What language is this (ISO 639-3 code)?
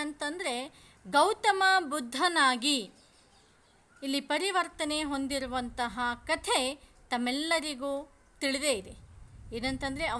kan